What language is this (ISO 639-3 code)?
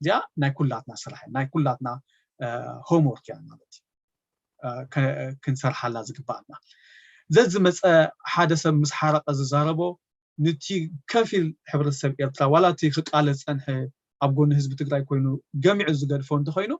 tir